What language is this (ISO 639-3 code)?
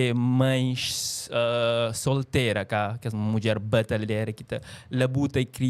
kea